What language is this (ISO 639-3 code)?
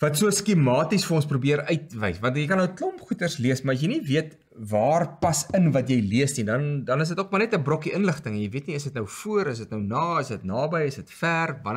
afr